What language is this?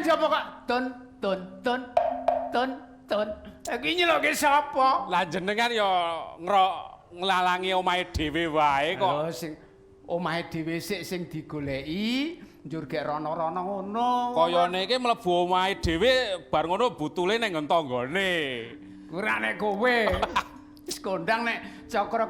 Javanese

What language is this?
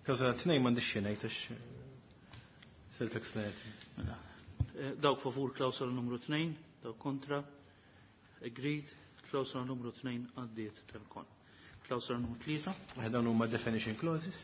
Maltese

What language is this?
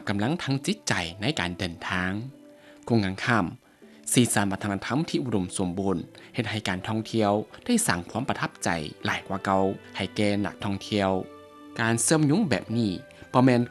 Lao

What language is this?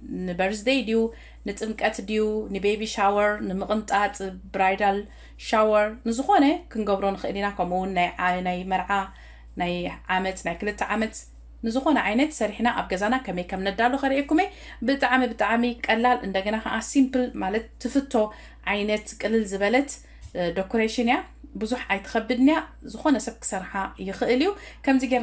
Tigrinya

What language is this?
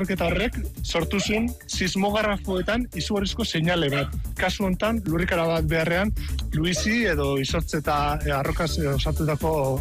Basque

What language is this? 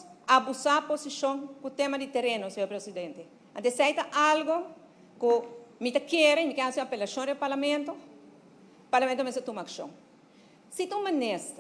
Papiamento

